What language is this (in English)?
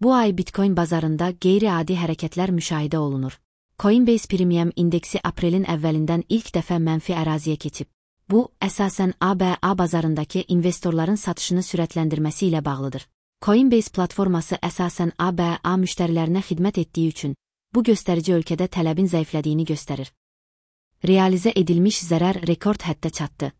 Azerbaijani